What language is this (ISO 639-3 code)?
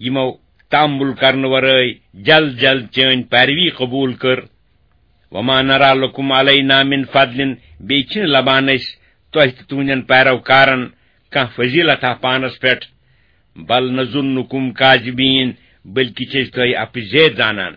kas